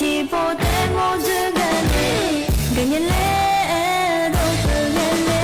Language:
Akha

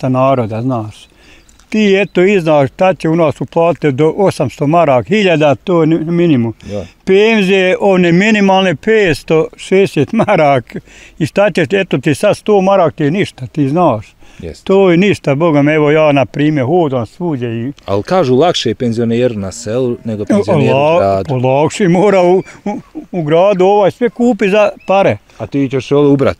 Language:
Bosnian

